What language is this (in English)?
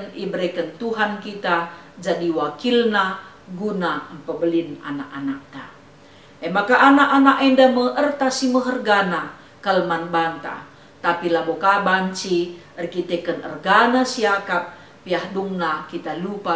Batak Karo